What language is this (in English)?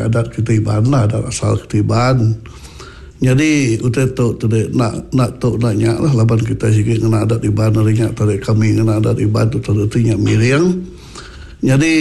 Iban